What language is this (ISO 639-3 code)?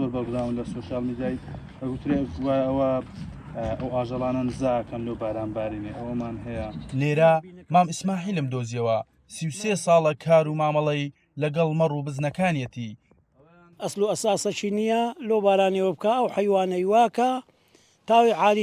ckb